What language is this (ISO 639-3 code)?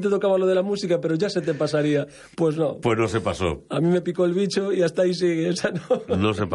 spa